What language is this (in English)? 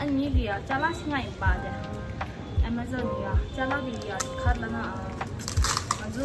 Tibetan